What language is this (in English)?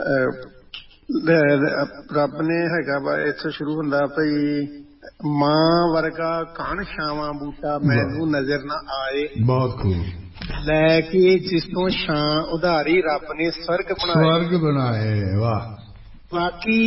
Punjabi